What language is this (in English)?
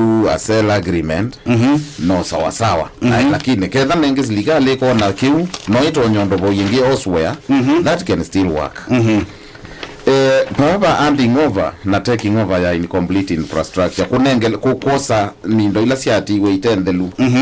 Kamba